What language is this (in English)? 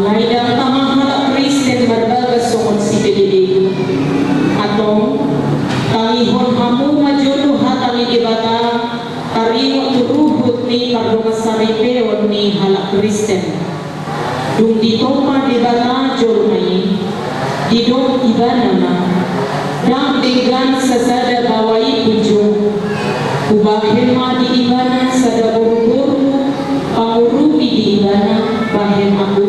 Batak Toba